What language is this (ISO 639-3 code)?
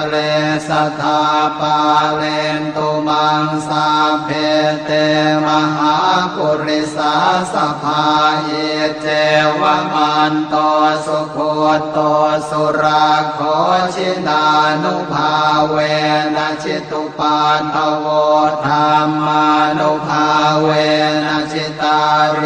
pli